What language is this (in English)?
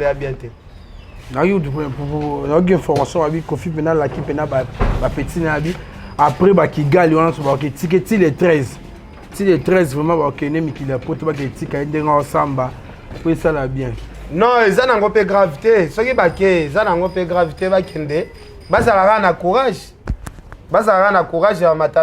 Lingala